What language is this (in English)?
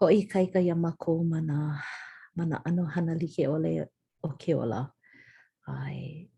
Hawaiian